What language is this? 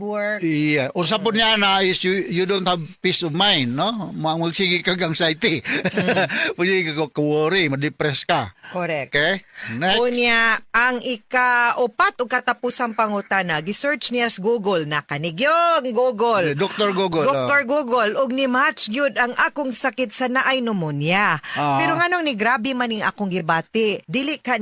Cebuano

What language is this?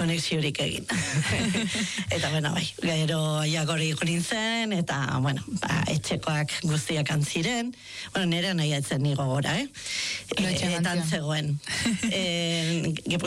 Basque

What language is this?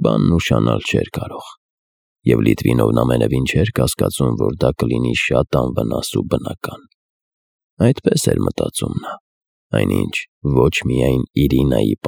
Armenian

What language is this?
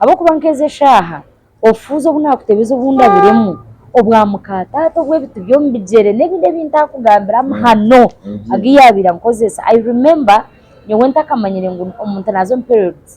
Nyankole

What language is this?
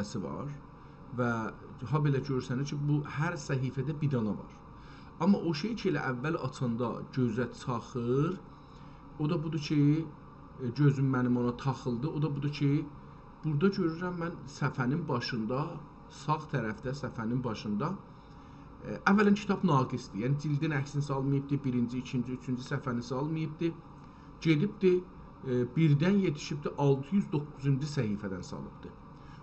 South Azerbaijani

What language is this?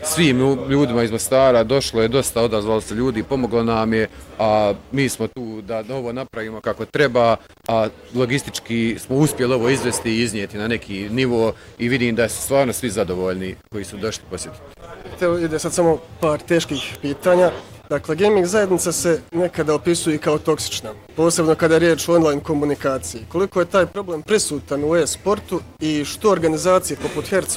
Bosnian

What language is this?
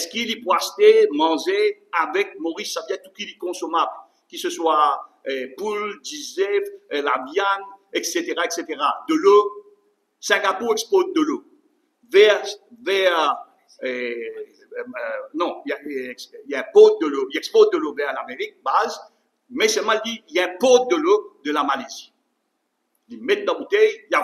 Morisyen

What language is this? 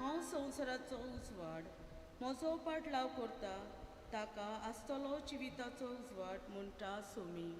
Konkani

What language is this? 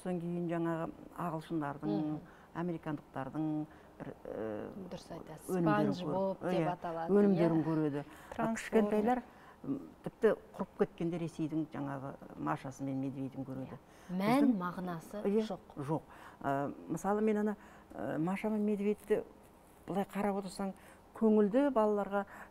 Kazakh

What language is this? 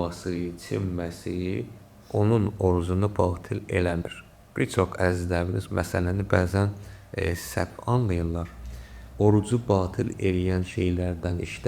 Azerbaijani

